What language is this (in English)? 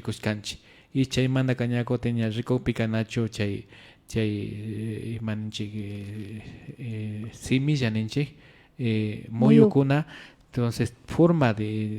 Imbabura Highland Quichua